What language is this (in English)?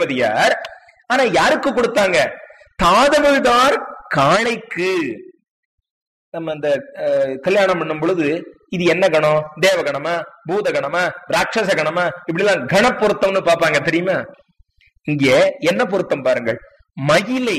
Tamil